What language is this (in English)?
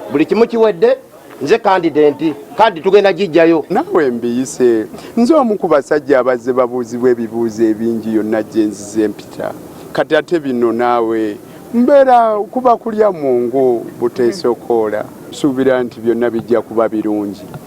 Ganda